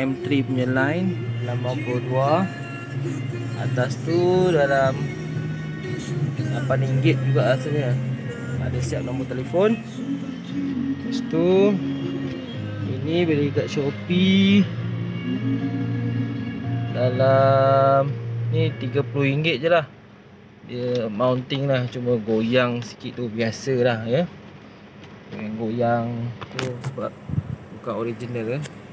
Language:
Malay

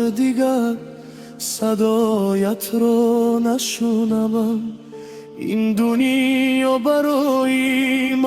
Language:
Tajik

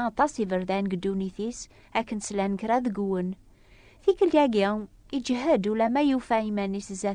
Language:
Kabyle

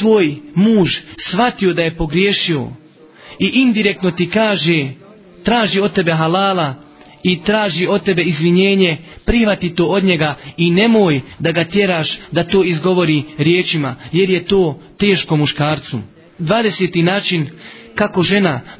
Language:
Bosnian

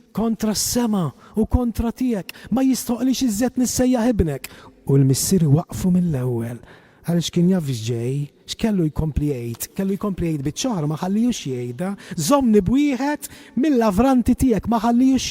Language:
Maltese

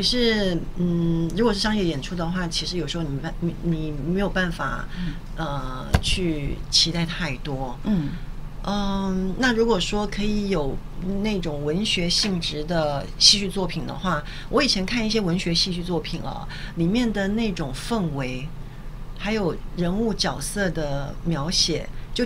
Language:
Chinese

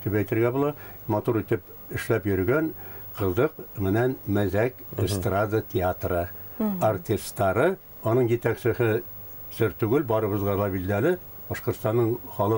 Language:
Bashkir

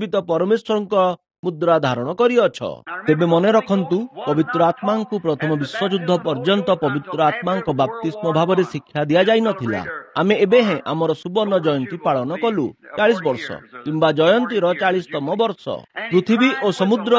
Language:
Odia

